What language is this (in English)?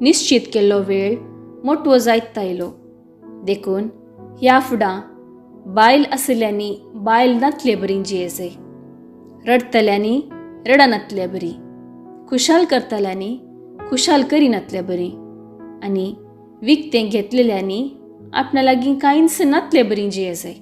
Konkani